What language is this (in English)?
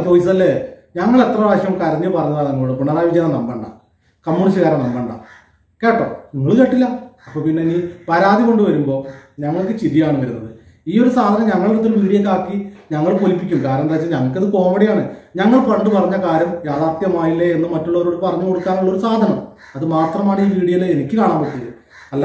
Malayalam